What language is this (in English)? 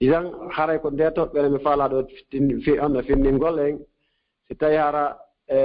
Fula